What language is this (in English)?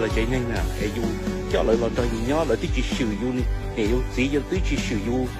Hmong